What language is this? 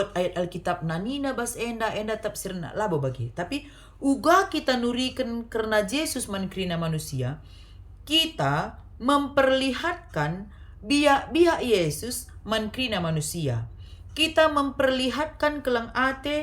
Batak Karo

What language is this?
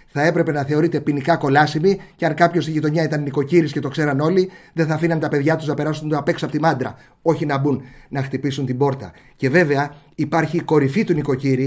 Greek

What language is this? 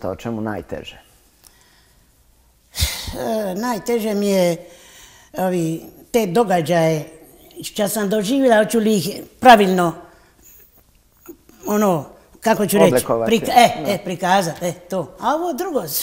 Croatian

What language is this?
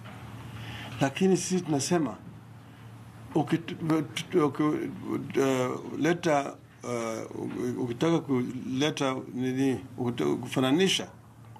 Swahili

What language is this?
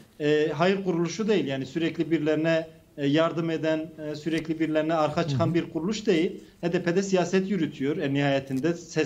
Turkish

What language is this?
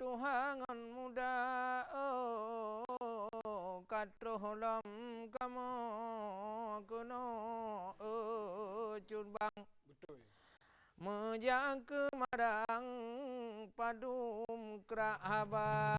Achinese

